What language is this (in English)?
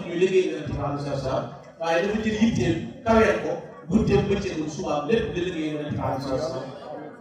Wolof